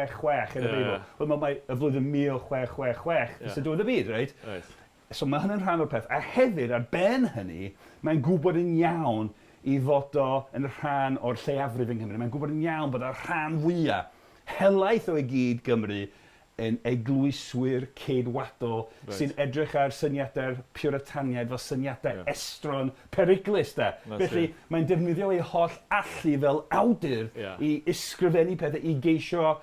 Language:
Welsh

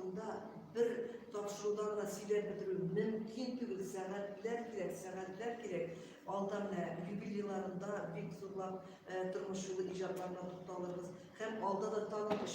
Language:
Tatar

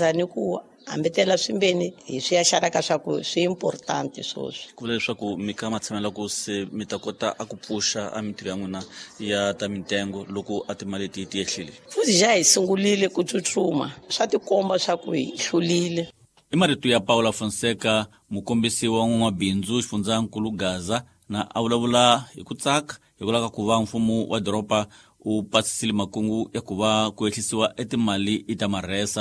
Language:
Tsonga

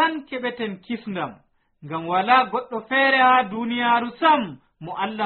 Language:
Nigerian Fulfulde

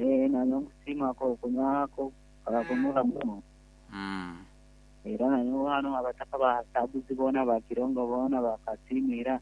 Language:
Nyankole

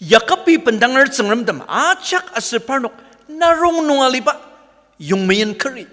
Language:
Ao Naga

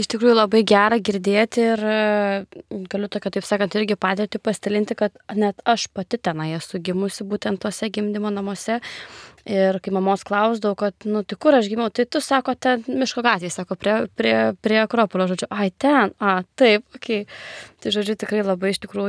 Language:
Lithuanian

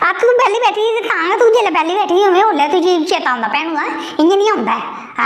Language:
Dogri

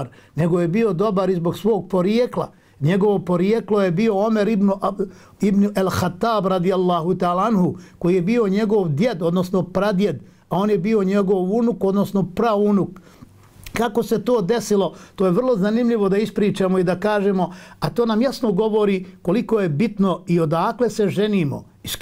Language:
Bosnian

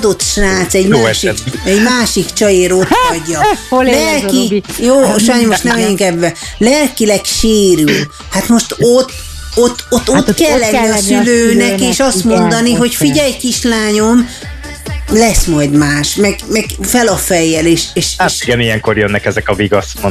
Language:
Hungarian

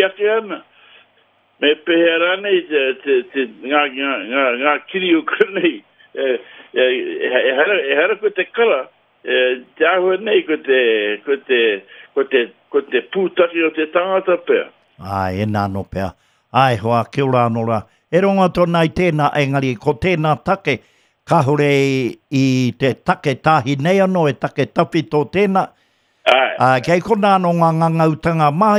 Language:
Māori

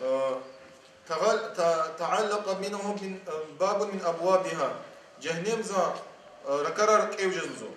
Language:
Lezghian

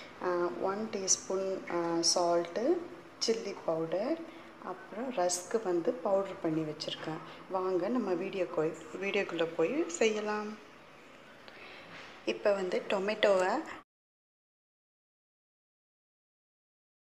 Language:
Tamil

